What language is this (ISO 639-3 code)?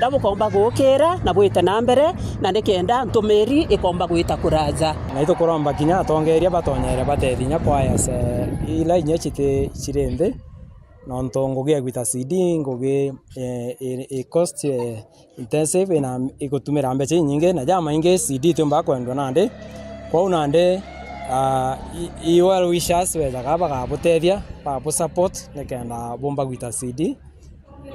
mer